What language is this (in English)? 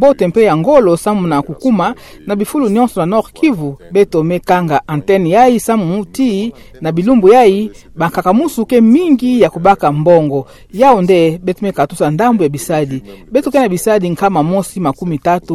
Kituba (Democratic Republic of Congo)